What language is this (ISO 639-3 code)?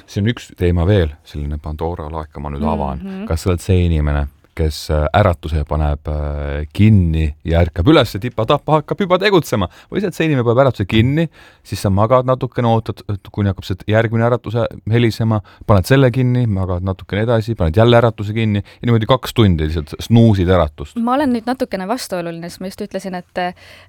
est